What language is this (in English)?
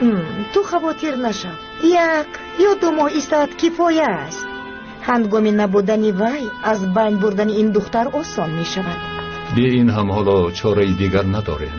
Tajik